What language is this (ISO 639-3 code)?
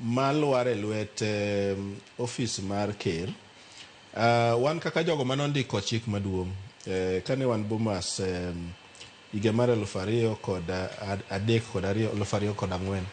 luo